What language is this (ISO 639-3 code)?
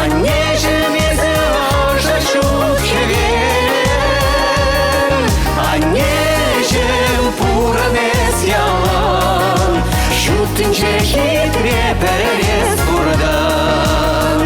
chv